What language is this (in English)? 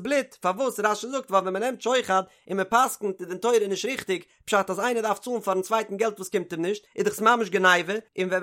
Yiddish